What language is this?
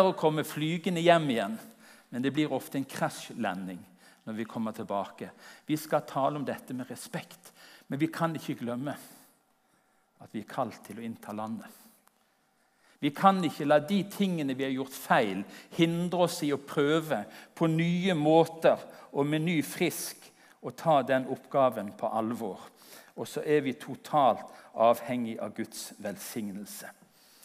Norwegian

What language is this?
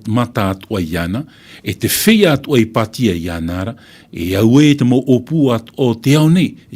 Tahitian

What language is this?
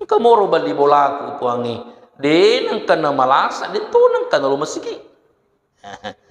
Buginese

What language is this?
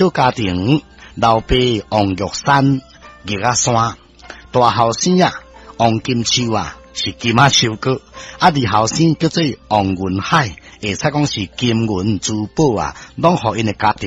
Min Nan Chinese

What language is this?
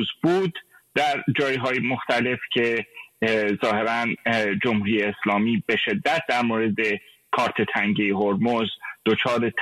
Persian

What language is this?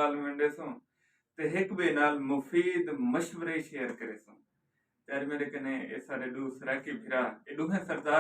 Saraiki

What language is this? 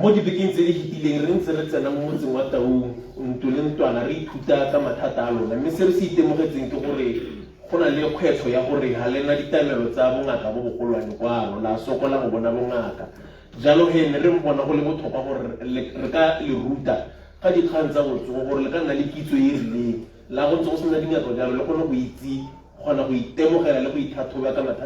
Tswana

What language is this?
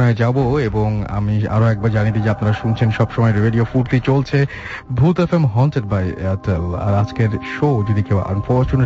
Bangla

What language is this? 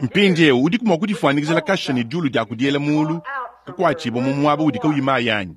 Luba-Lulua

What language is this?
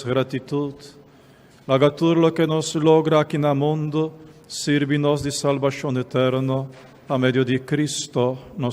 Papiamento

